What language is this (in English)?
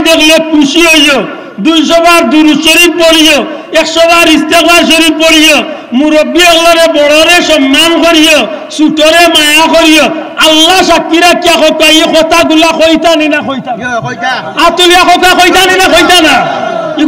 Sylheti